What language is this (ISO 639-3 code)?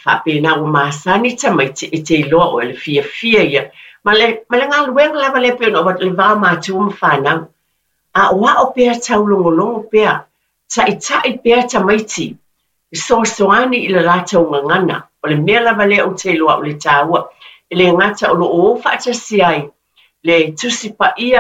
smo